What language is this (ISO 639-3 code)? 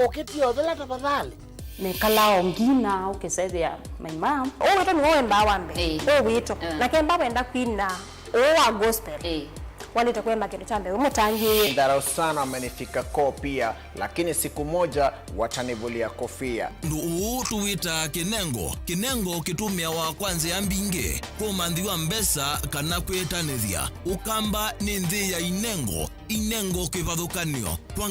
kam